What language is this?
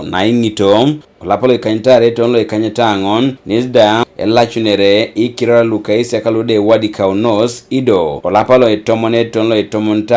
Teso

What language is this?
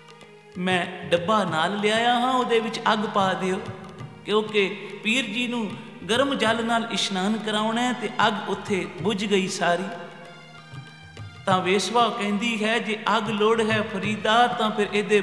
Punjabi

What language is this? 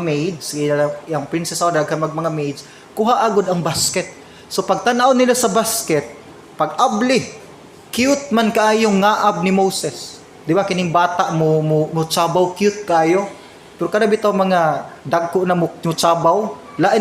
Cebuano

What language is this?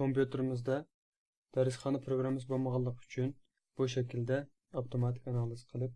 Uyghur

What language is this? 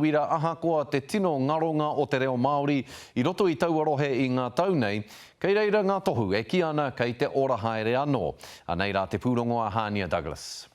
Māori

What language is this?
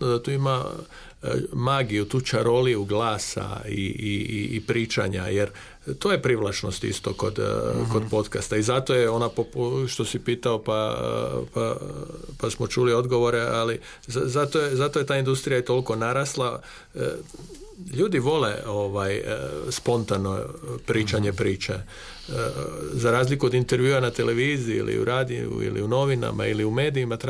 Croatian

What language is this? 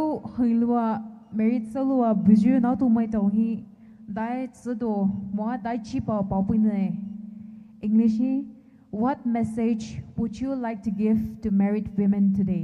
Poumei Naga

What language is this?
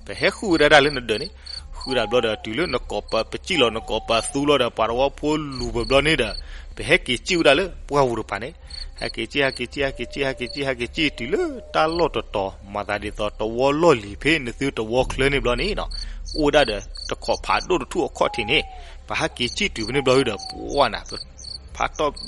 S'gaw Karen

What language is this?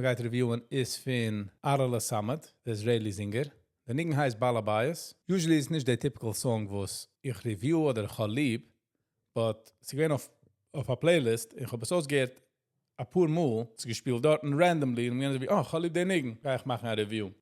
Yiddish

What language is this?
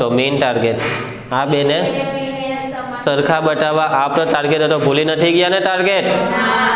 Gujarati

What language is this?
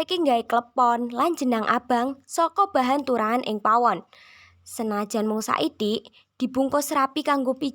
Javanese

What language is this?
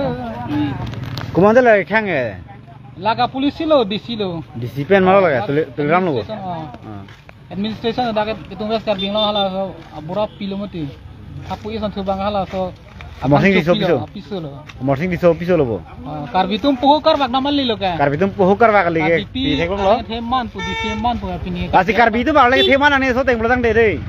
Karbi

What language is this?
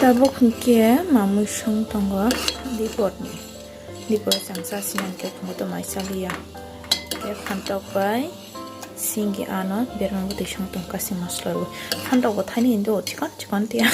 Kok Borok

